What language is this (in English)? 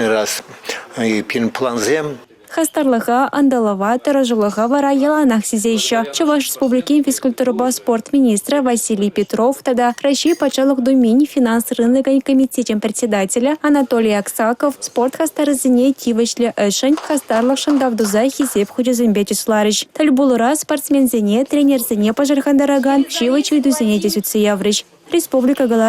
Chuvash